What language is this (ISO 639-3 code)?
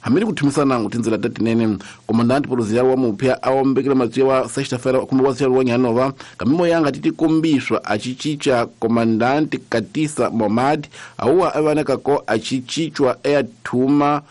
tso